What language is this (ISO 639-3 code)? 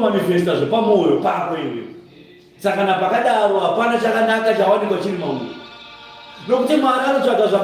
sna